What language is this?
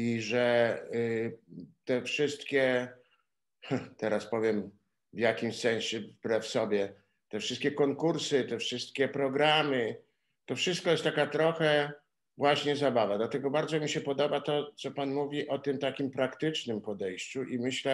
Polish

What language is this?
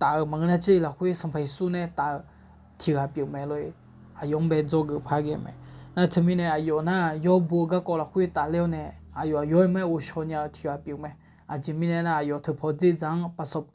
Akha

